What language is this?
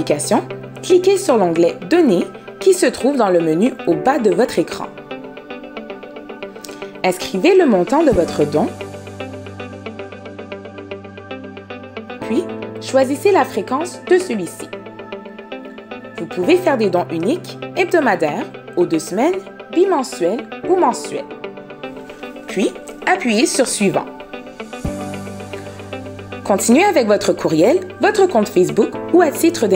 French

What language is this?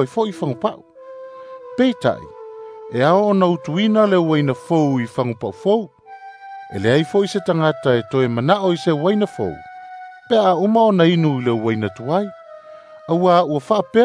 Samoan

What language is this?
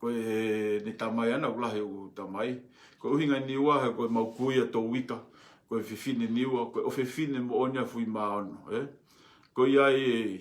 Tongan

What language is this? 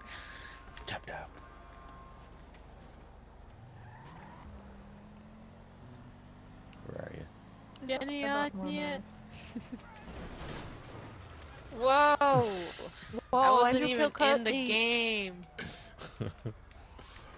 English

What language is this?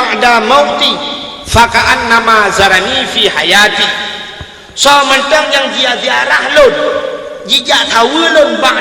Achinese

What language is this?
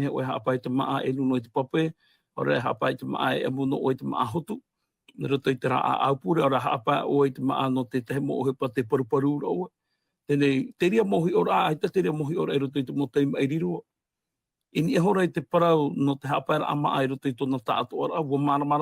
Tahitian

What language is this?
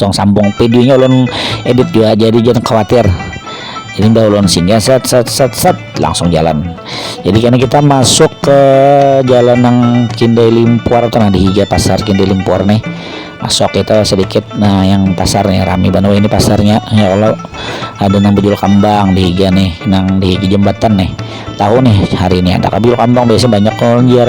Banjar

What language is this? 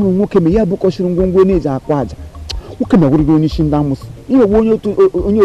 Igbo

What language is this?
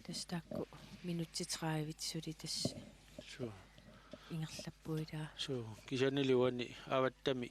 Kalaallisut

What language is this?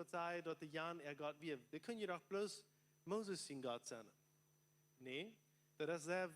Plautdietsch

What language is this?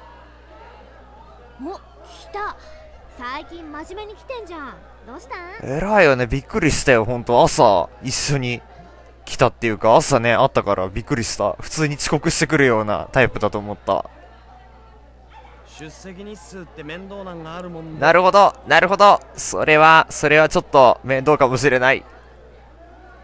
Japanese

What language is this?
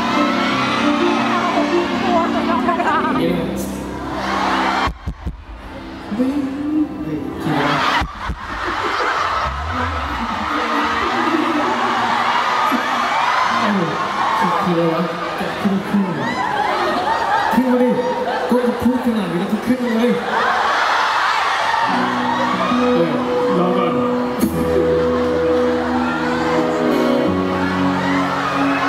Thai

